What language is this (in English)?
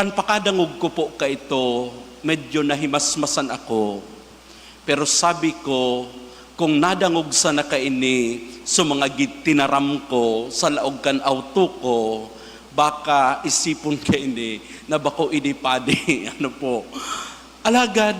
Bikol